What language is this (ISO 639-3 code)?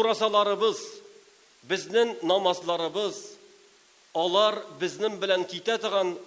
tat